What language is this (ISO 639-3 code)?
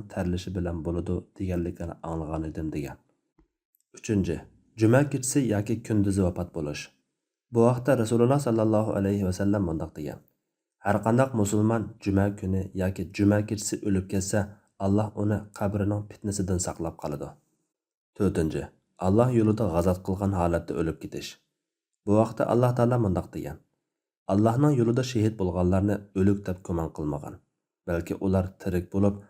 uig